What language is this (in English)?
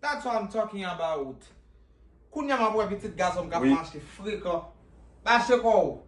Haitian Creole